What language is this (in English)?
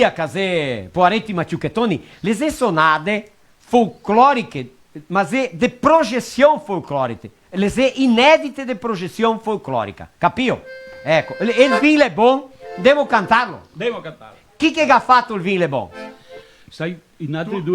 Venetian